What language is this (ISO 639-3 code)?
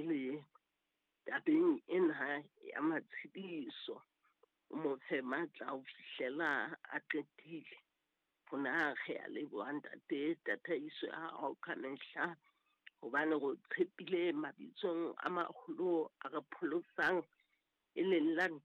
sot